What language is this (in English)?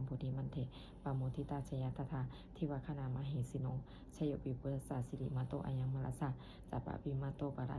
Pali